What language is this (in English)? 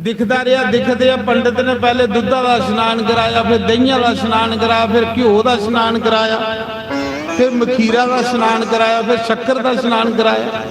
Dogri